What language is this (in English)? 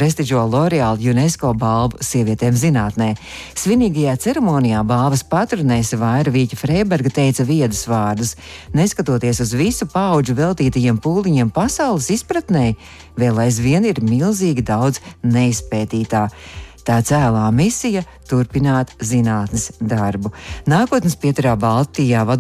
Latvian